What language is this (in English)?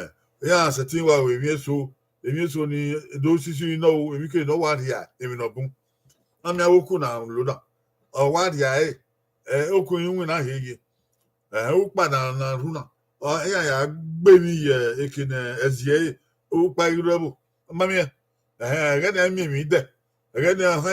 Bini